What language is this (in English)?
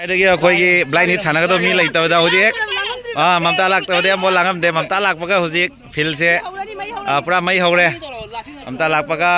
Manipuri